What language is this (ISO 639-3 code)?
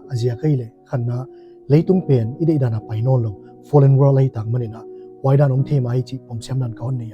pck